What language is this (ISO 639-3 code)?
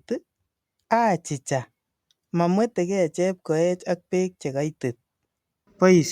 kln